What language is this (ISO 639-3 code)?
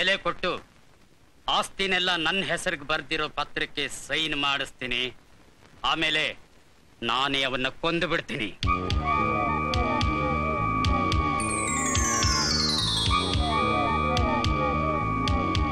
kan